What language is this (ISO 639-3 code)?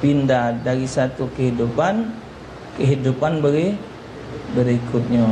mui